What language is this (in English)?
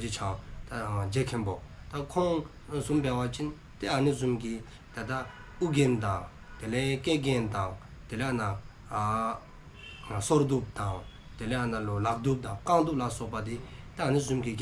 Dzongkha